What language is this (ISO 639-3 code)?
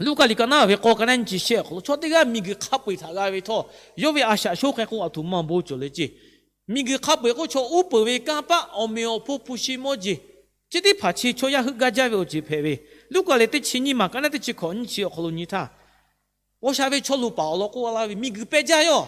lhu